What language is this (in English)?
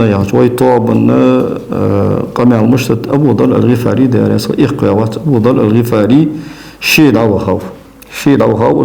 Ingush